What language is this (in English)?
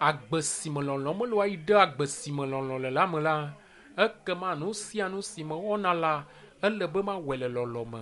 Ewe